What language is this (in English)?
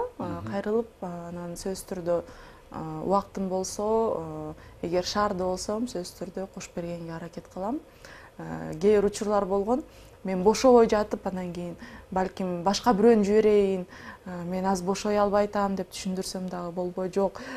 Kyrgyz